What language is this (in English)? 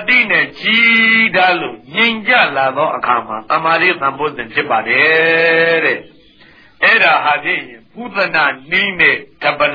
Burmese